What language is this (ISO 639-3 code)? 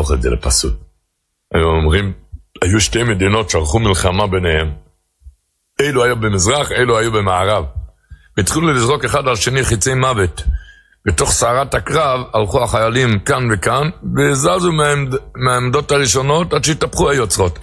heb